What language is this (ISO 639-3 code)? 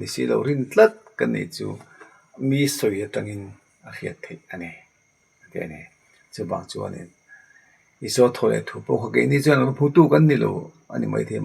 lus